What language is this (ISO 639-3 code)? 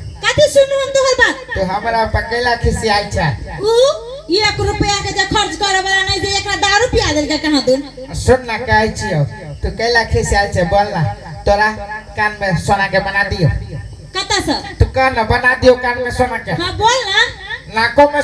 mai